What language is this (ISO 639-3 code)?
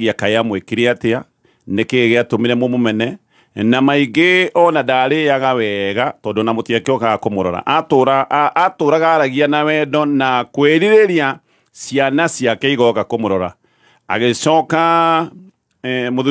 kik